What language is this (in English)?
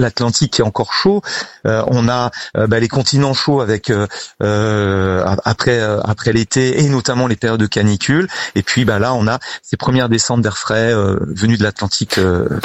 French